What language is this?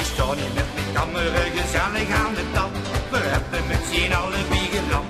Limburgish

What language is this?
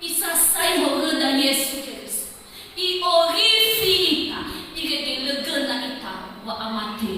Nias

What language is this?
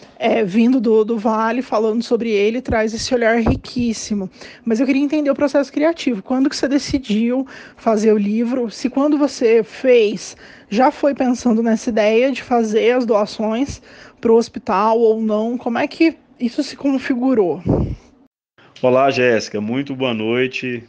Portuguese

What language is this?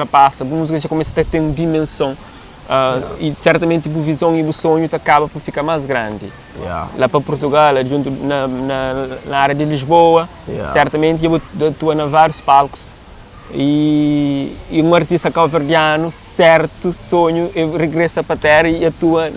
Kabuverdianu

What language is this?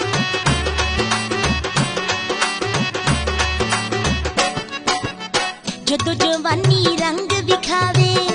Punjabi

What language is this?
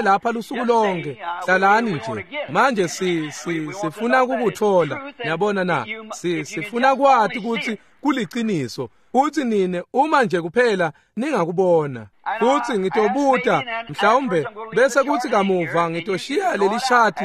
Swati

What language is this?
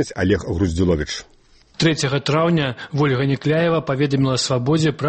Belarusian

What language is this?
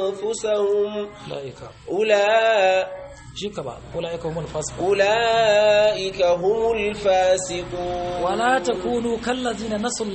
Hausa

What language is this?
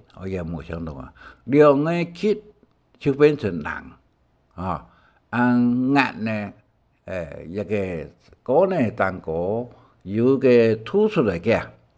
Hakka Chinese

